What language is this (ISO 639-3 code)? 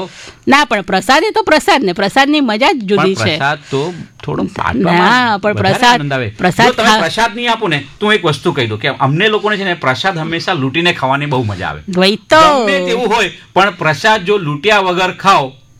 guj